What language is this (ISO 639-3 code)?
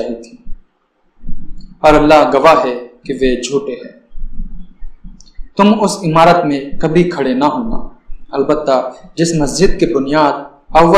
urd